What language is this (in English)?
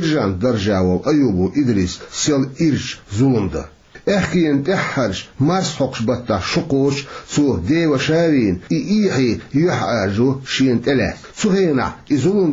Chechen